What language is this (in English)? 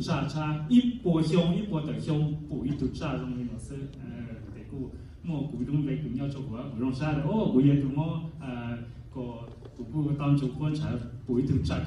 Hmong